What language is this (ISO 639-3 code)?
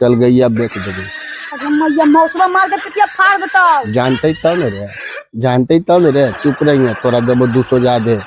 mag